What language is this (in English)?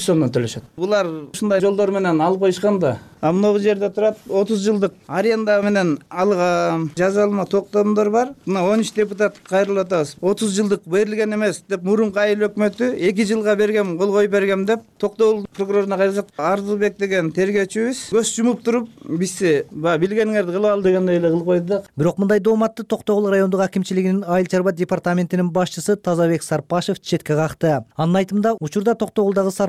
Kyrgyz